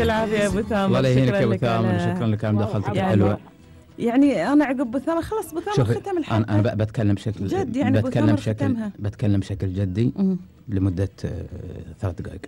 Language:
Gulf Arabic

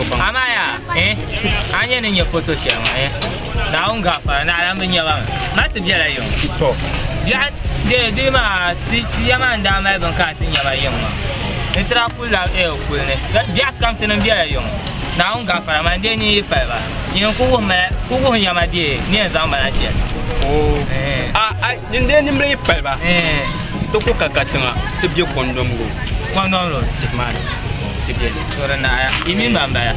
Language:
Dagbani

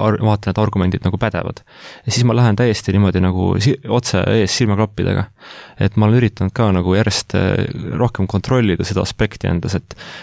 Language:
Estonian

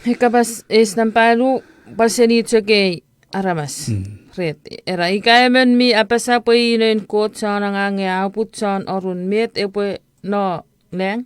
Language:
Chuukese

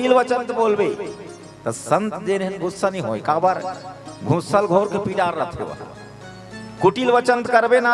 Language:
Chhattisgarhi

